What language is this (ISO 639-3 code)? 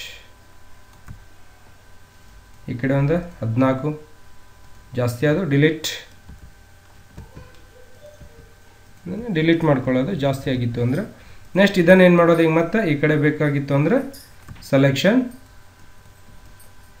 kan